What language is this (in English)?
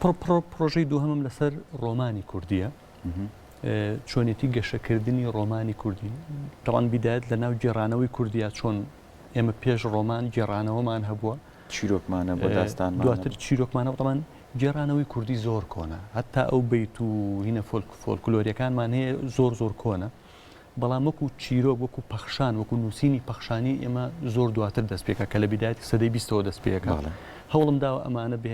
Central Kurdish